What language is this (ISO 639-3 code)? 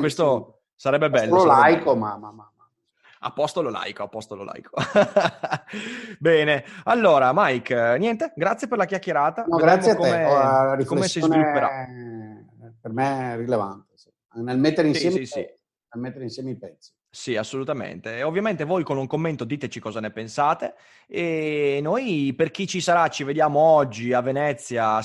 ita